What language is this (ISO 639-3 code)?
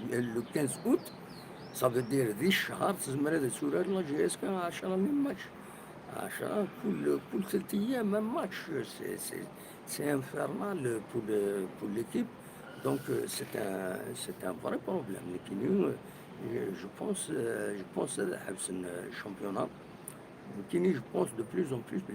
kab